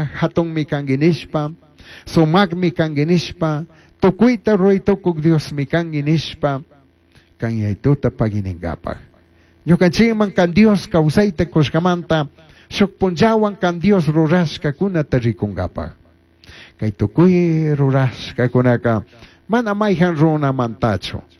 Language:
Chimborazo Highland Quichua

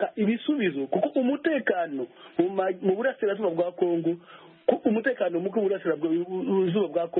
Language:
Kinyarwanda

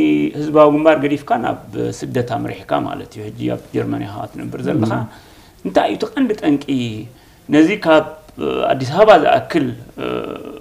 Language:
Tigrinya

